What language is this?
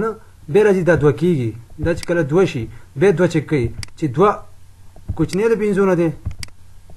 Pashto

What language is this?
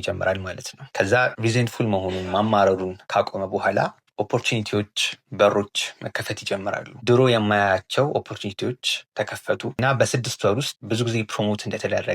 Amharic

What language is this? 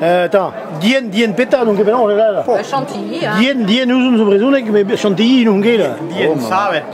Breton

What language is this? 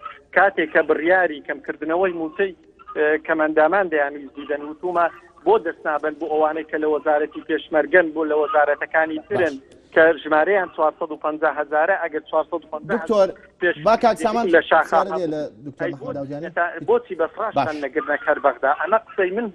Central Kurdish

